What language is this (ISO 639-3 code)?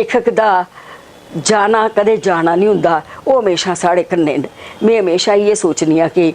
doi